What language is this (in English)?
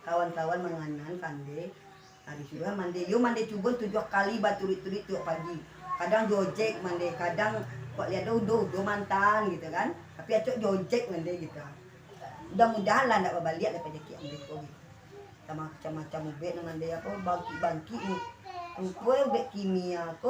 Minangkabau